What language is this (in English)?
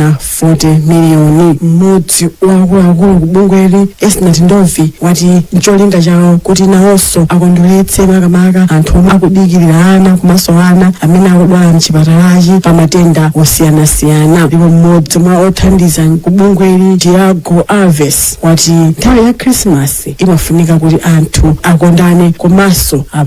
Nyanja